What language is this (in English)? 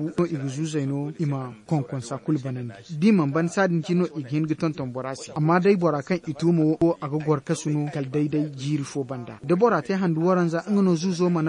Zarma